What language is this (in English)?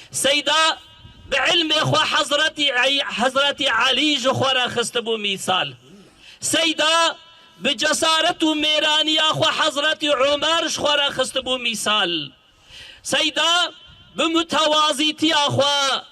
Kurdish